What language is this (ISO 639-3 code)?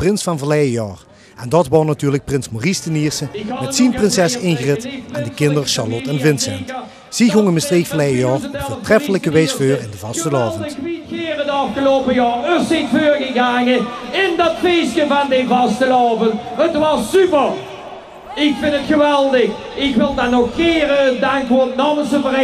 lim